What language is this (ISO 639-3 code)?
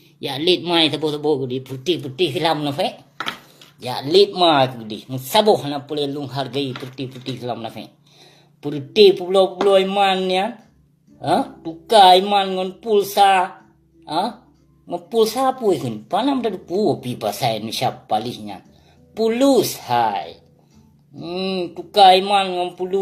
ace